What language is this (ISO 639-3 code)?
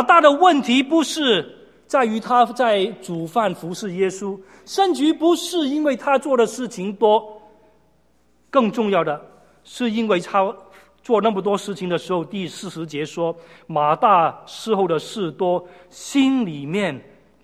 zho